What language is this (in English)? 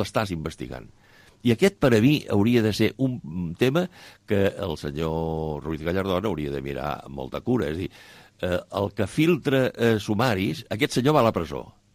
Catalan